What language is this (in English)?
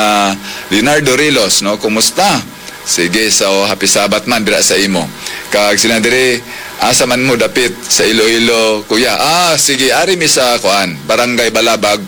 Hiligaynon